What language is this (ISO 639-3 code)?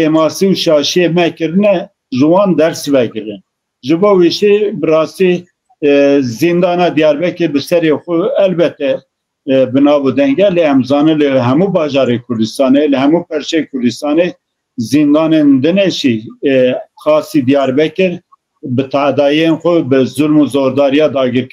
kur